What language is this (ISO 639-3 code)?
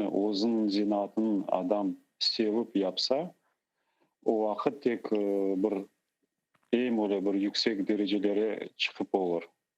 crh